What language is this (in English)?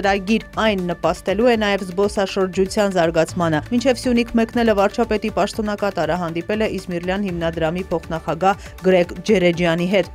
Armenian